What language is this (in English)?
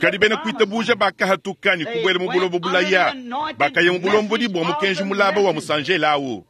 Luba-Lulua